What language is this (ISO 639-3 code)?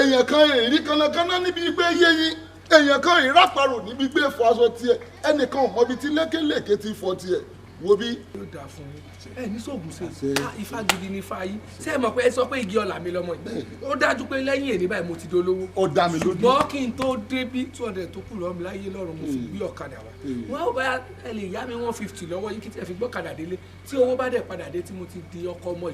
yor